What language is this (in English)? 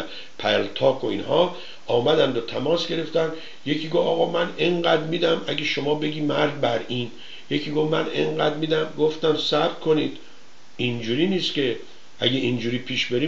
Persian